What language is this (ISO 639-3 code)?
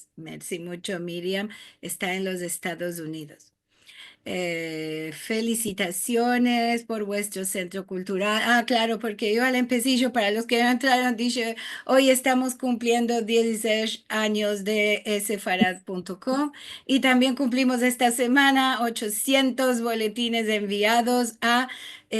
lad